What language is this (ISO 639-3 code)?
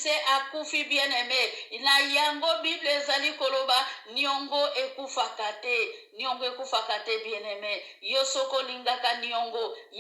lin